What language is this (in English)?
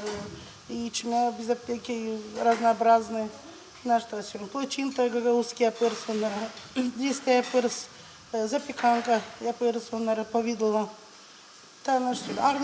Gagauz